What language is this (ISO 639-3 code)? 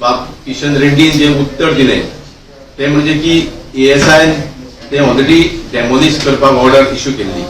kok